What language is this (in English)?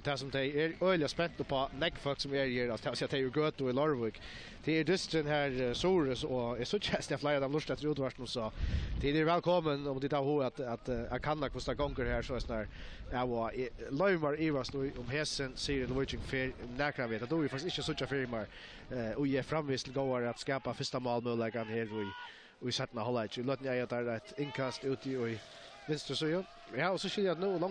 Faroese